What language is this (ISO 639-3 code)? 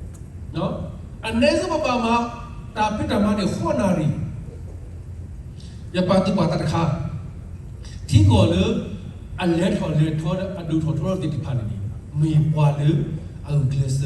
ksw